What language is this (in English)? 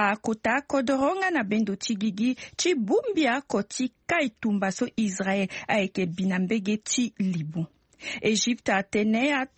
Sango